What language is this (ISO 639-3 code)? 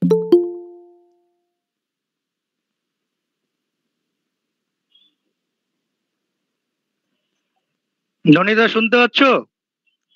ben